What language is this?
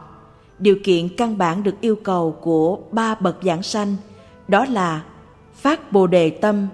Vietnamese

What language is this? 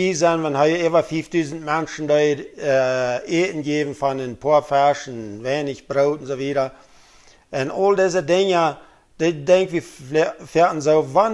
Plautdietsch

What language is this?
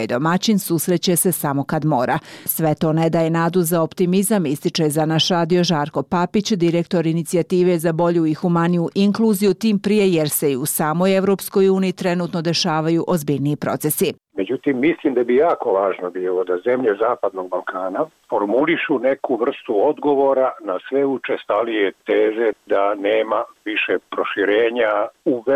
Croatian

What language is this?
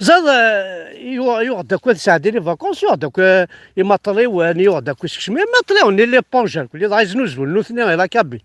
Kabyle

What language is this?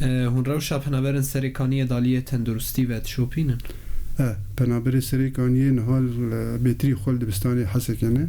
Kurdish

